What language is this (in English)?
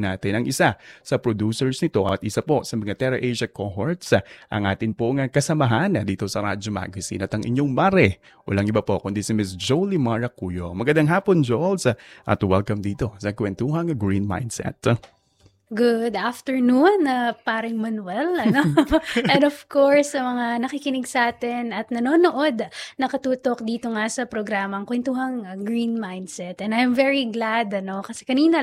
Filipino